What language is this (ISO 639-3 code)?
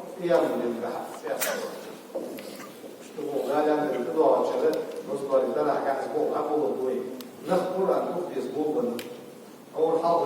inh